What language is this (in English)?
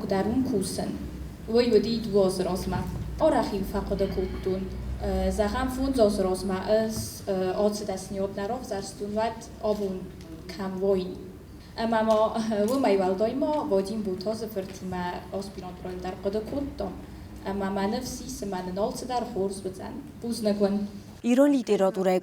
Ossetic